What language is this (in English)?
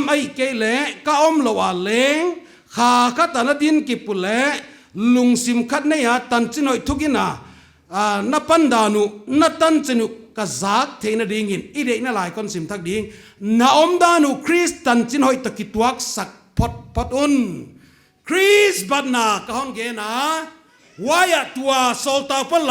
Paite Chin